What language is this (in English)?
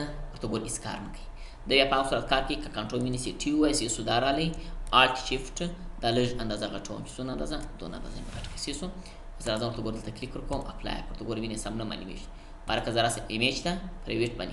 Pashto